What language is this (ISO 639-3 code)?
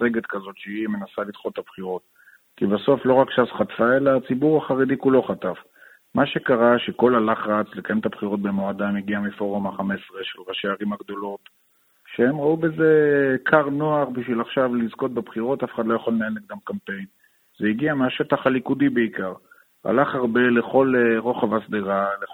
heb